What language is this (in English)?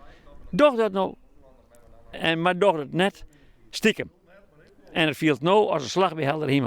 Western Frisian